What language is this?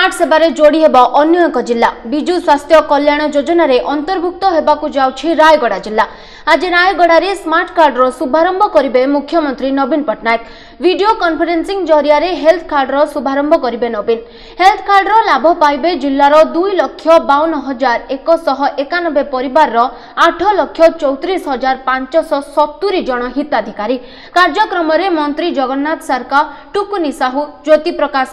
Odia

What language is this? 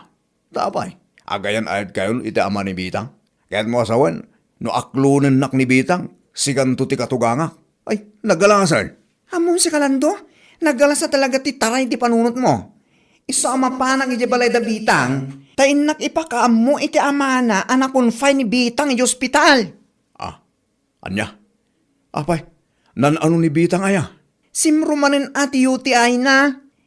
Iloko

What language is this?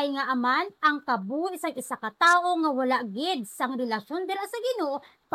Hiligaynon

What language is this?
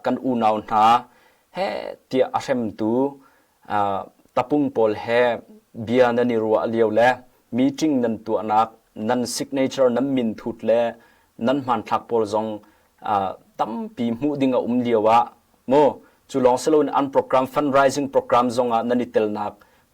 Hakha Chin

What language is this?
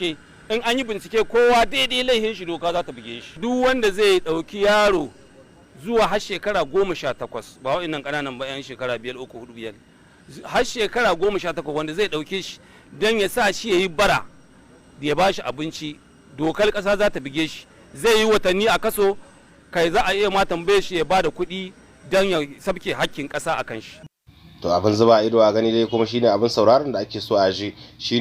Hausa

